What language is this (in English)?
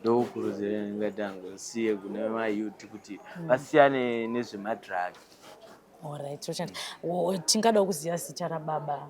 Shona